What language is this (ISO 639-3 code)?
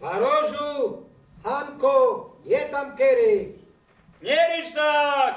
szl